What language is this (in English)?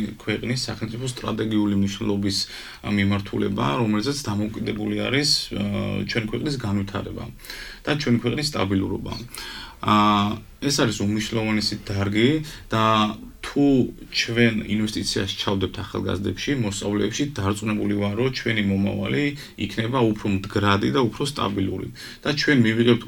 Georgian